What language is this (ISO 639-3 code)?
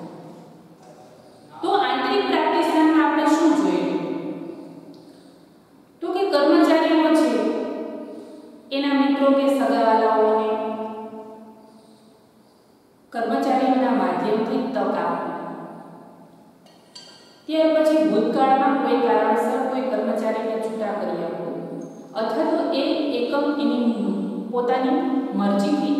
guj